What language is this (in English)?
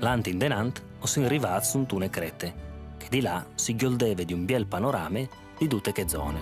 Friulian